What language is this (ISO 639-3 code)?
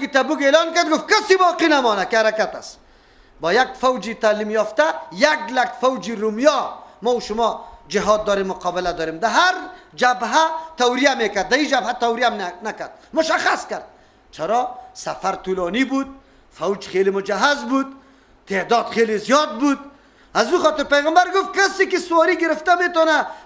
fas